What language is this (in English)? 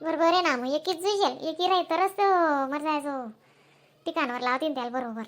Khandesi